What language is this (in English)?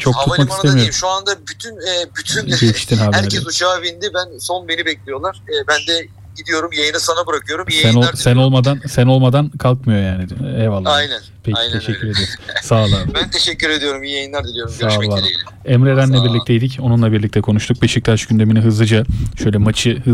Turkish